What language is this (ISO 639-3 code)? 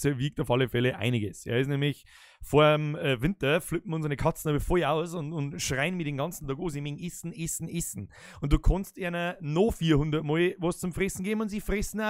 bar